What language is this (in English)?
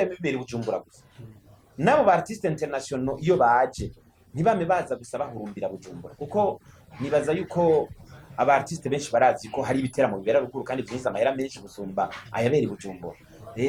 Rundi